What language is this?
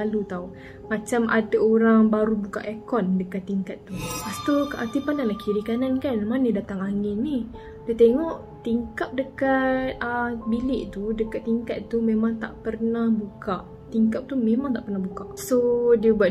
Malay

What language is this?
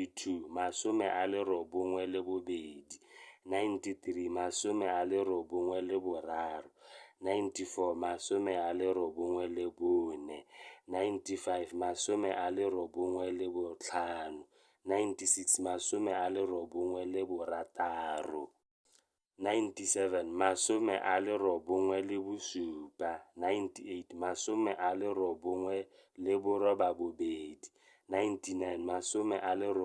Tswana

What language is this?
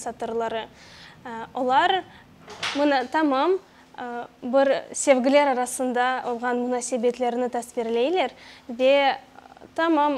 Crimean Tatar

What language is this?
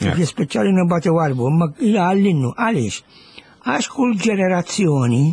Maltese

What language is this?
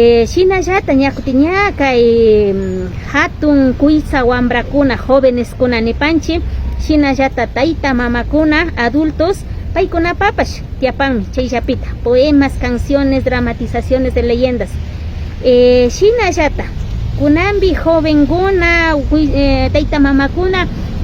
Imbabura Highland Quichua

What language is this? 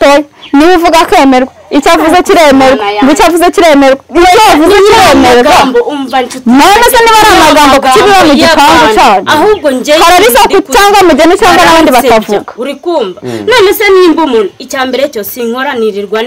Kinyarwanda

